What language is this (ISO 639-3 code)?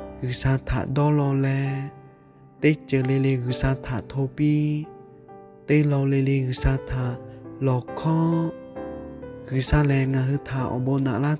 lhu